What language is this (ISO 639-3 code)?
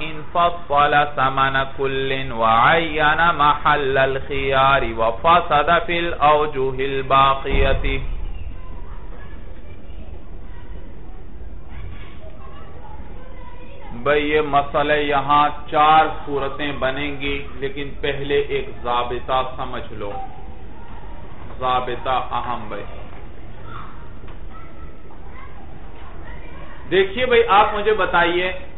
urd